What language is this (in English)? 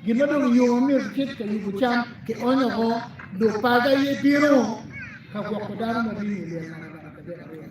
Acoli